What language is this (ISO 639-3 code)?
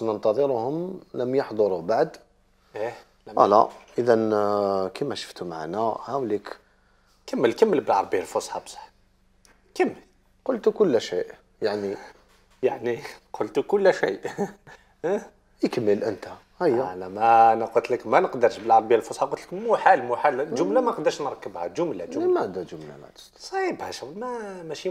arq